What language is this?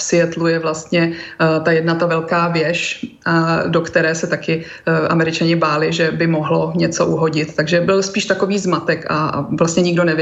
Czech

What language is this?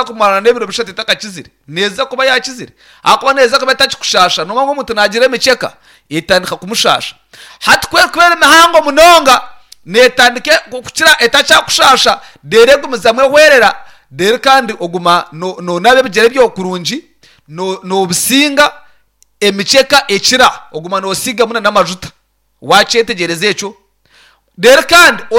Nyankole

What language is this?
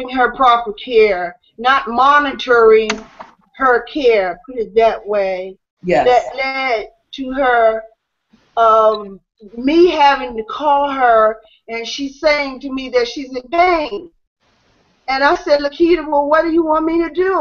English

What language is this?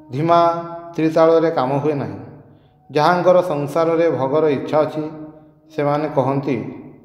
Odia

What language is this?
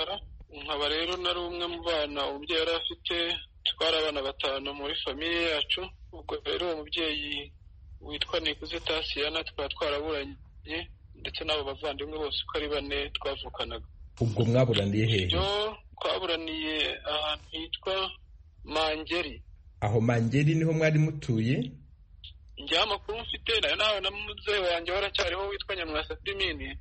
Kinyarwanda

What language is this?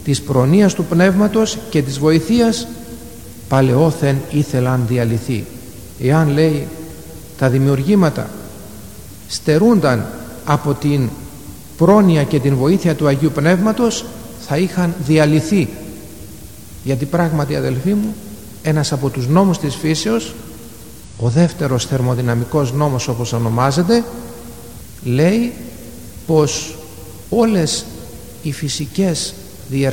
Greek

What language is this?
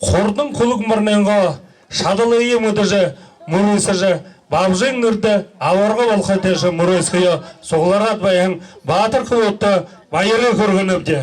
Buriat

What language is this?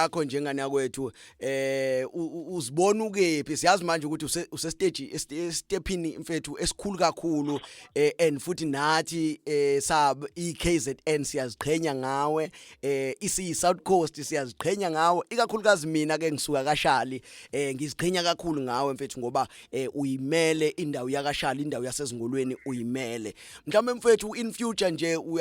Zulu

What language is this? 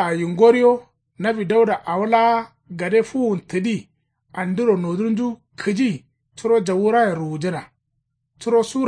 Kanuri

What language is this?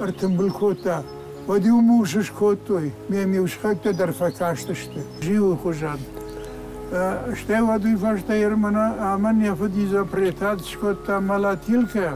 Ossetic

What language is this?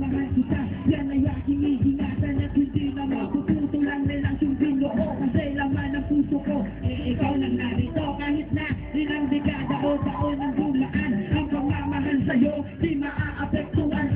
Filipino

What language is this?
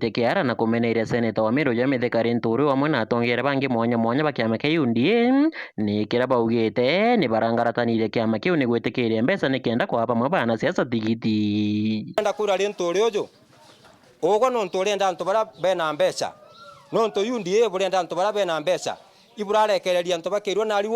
Meru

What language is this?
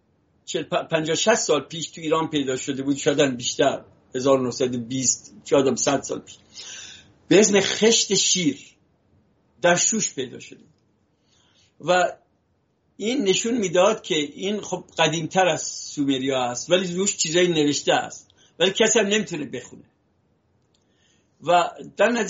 Persian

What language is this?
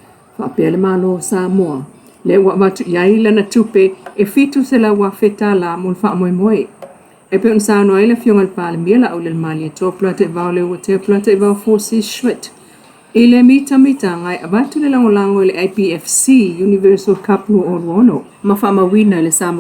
Samoan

